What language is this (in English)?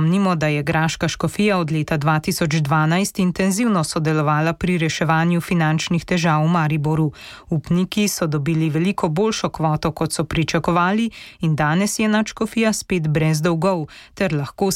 Slovenian